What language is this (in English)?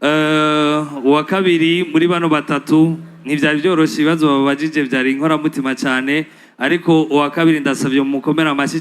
Rundi